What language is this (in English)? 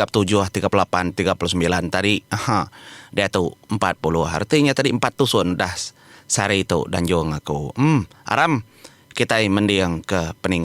Iban